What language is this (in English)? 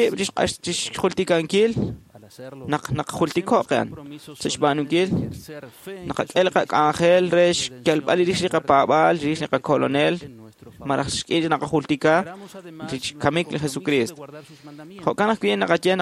Kekchí